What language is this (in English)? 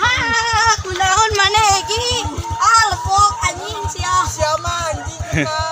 Sundanese